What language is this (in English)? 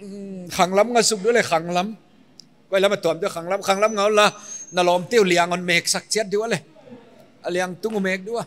Paite Chin